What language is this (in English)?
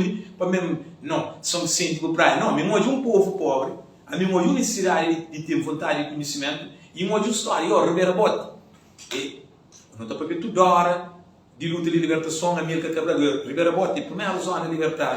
Kabuverdianu